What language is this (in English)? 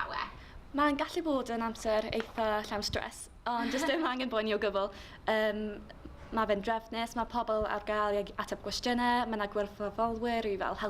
Welsh